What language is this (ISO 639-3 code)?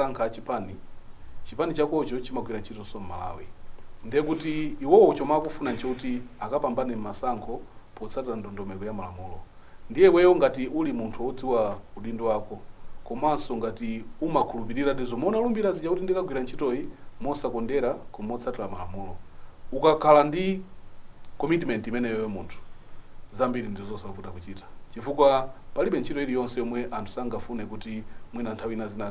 nya